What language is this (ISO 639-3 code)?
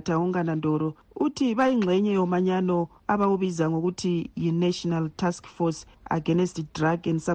nde